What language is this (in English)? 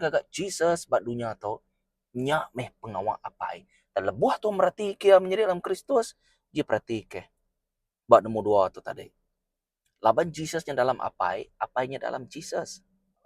Iban